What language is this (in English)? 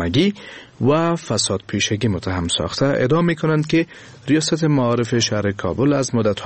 Persian